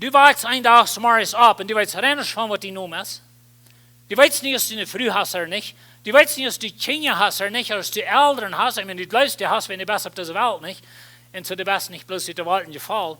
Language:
Plautdietsch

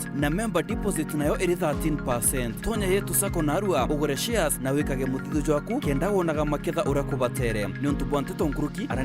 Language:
Meru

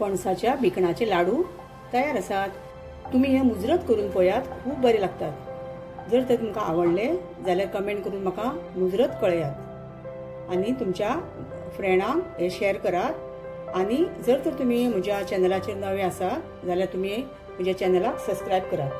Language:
Konkani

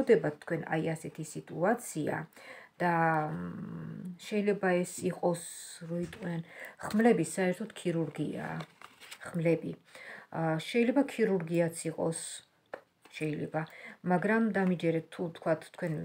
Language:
Georgian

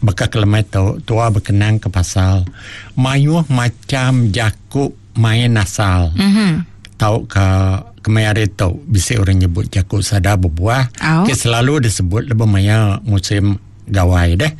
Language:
Iban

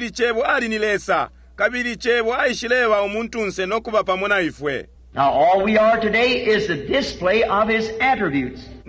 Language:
Bemba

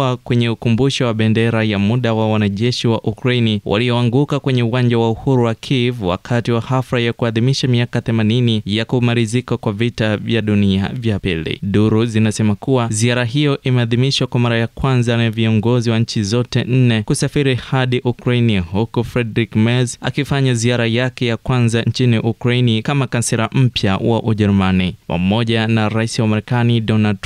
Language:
Swahili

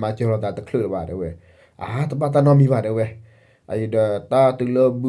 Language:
S'gaw Karen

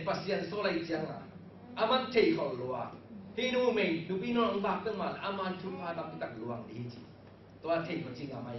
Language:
Tedim Chin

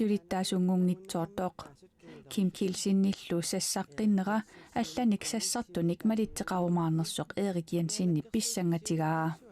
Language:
Kalaallisut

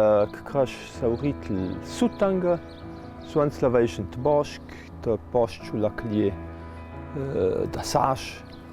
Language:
Ladin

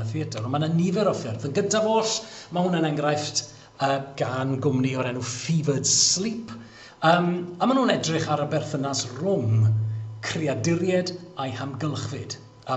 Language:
Welsh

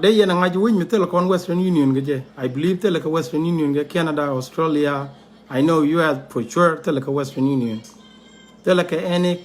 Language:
Nuer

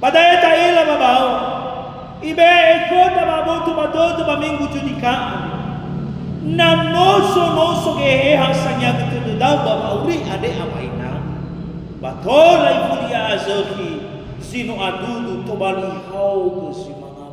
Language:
Nias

